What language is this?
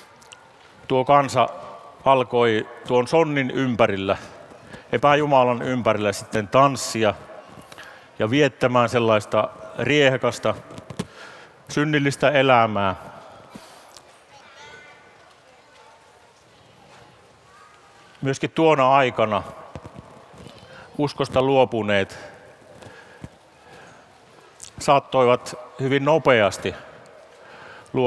Finnish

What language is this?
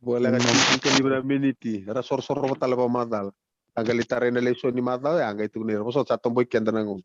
Fijian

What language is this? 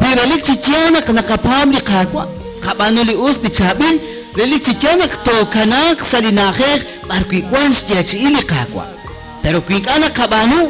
Kekchí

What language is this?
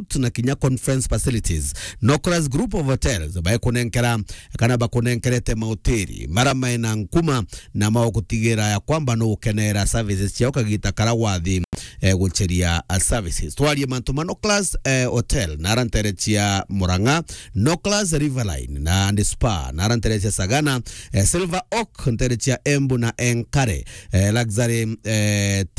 Meru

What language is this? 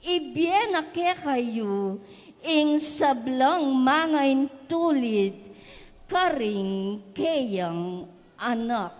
Pampanga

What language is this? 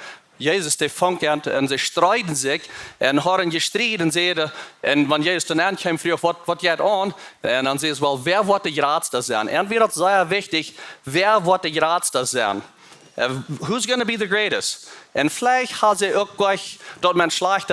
Plautdietsch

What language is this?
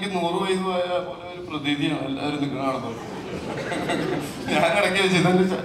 Malayalam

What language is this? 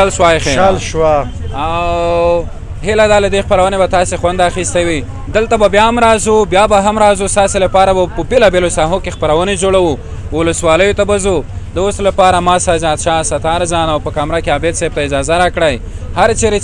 Pashto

